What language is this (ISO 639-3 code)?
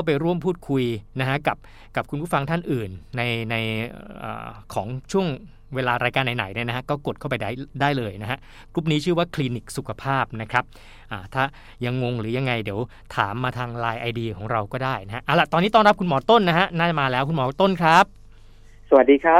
tha